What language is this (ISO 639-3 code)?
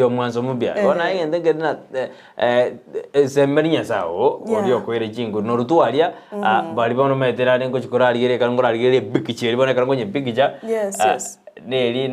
guz